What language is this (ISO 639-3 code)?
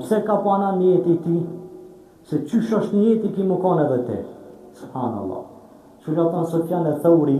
sqi